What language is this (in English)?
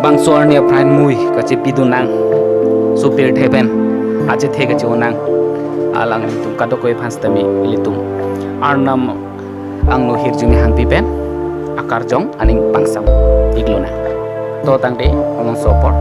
Karbi